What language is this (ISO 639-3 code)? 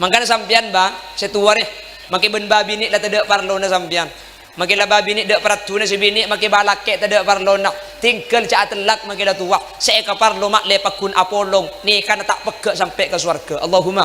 mad